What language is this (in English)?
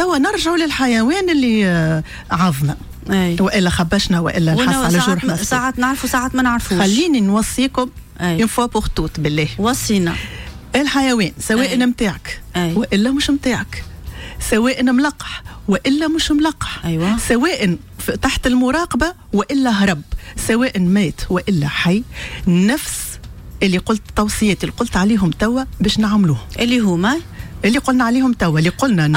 Tunisian Arabic